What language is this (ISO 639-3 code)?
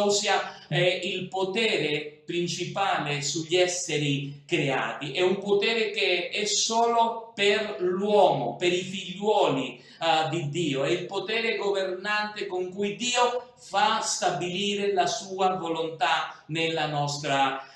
ita